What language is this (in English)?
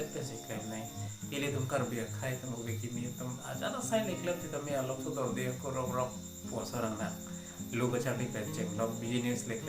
Karbi